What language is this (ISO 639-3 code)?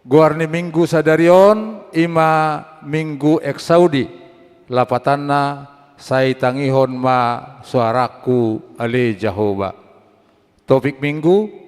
bbc